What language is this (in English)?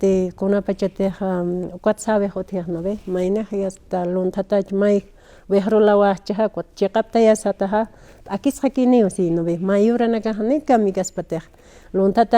Aymara